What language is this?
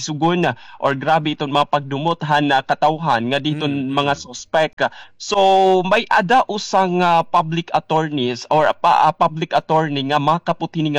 Waray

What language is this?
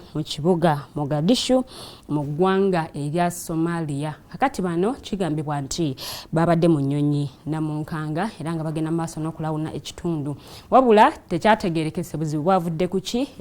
Ganda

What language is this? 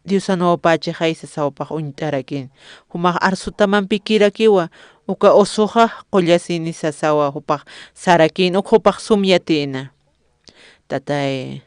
Aymara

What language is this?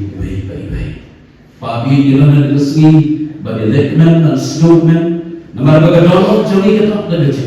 Khasi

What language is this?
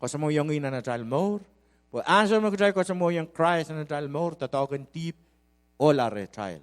Pohnpeian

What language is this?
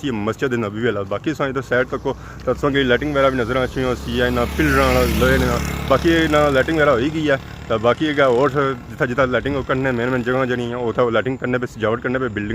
Pahari-Potwari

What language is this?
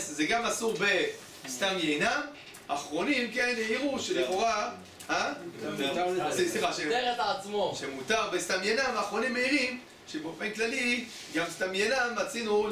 Hebrew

